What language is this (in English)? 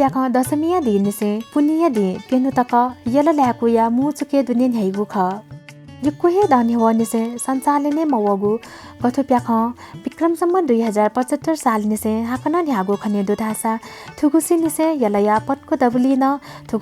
Newari